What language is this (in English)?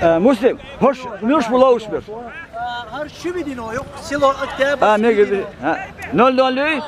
Chechen